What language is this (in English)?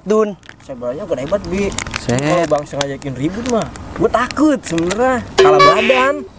Betawi